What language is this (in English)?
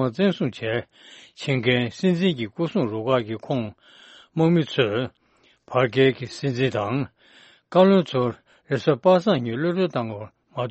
Tibetan